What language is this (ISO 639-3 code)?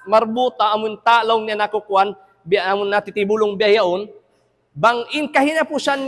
tsg